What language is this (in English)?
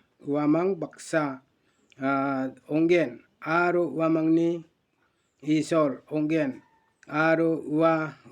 Garo